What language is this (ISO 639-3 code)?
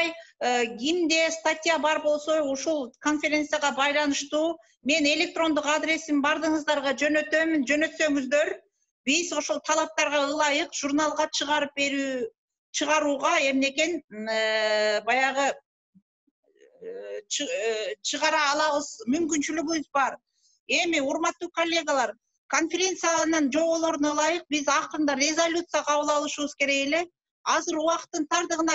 kir